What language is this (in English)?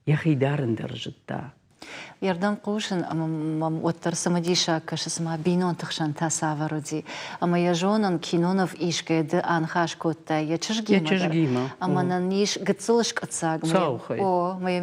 Ossetic